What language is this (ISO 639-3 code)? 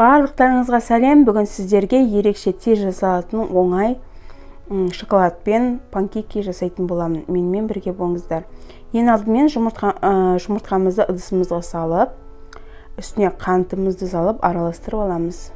kaz